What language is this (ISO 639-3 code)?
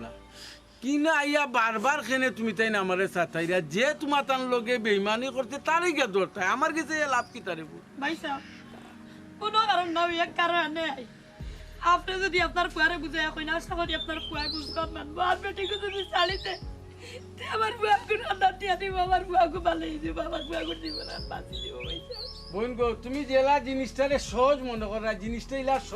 syl